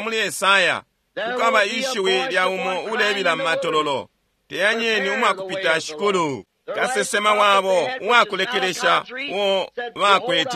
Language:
Bemba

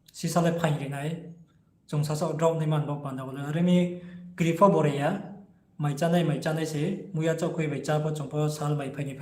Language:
Riang (India)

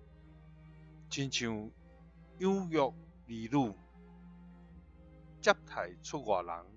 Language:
Min Nan Chinese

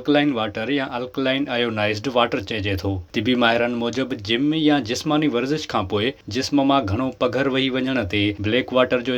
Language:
Sindhi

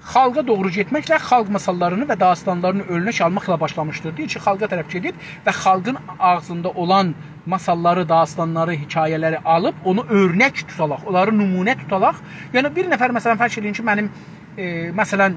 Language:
South Azerbaijani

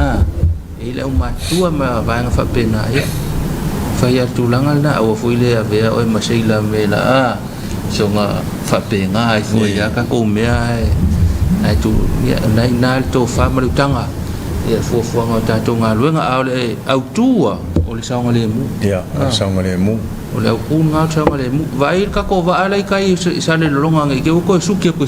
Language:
Samoan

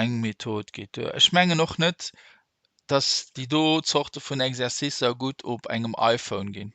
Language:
Luxembourgish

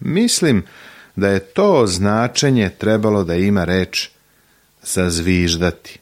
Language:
Serbian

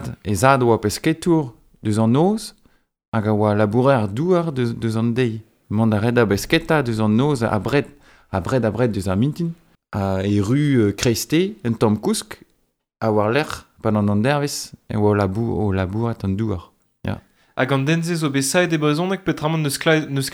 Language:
Breton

